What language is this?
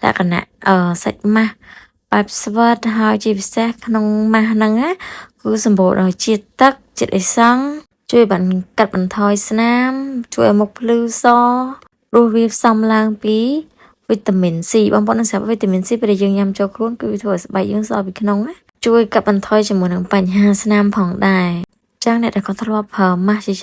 Khmer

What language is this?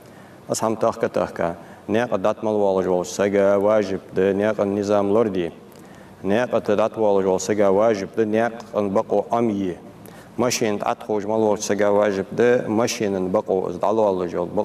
Ingush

